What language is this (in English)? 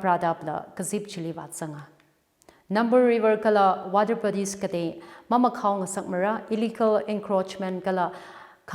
Tangkhul Naga (India)